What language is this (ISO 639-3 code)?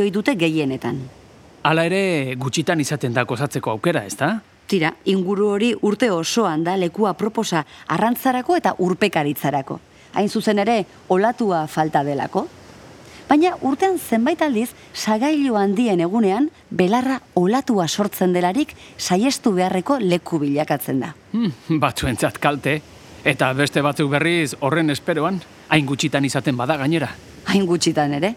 eus